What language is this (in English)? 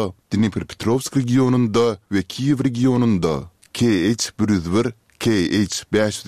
Turkmen